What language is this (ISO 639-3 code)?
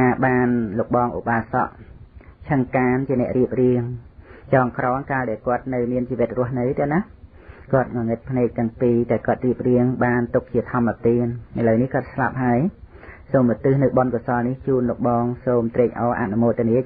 khm